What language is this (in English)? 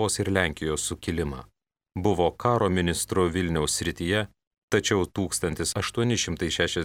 Lithuanian